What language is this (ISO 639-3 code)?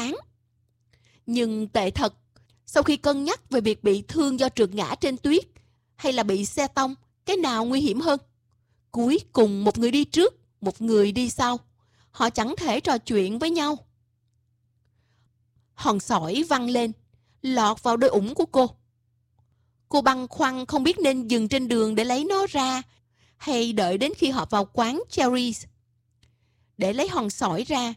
vie